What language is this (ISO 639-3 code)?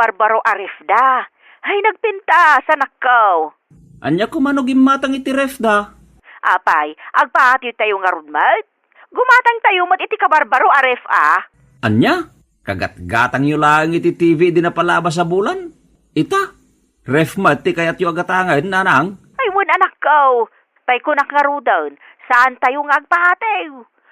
ilo